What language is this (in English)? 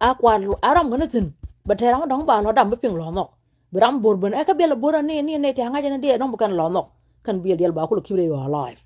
Nuer